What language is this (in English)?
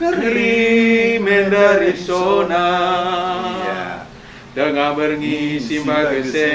Batak Karo